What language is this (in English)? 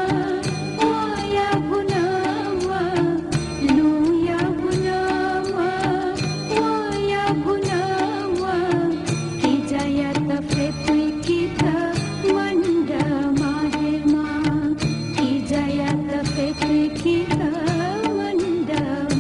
Newari